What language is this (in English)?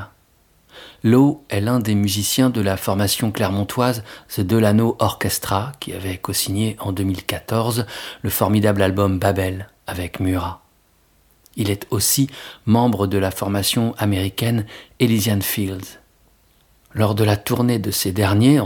French